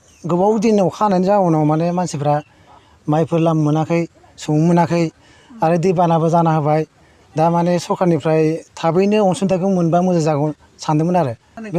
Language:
Bodo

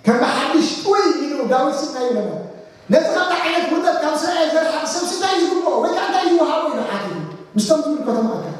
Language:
Tigrinya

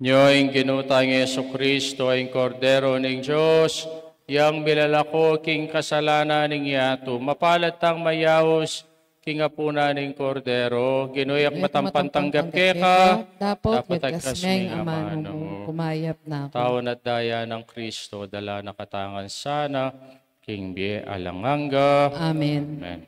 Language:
Pampanga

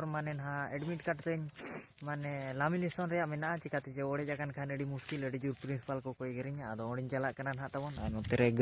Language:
Santali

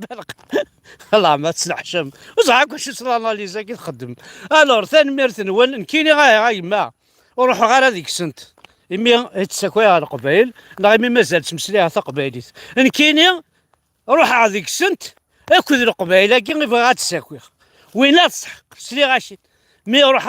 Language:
Kabyle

